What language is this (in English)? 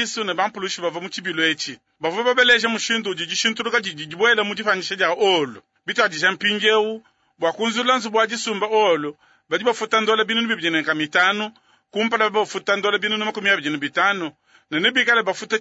Luba-Lulua